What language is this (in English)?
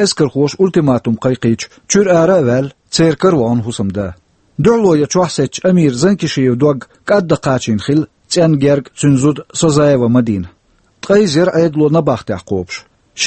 Chechen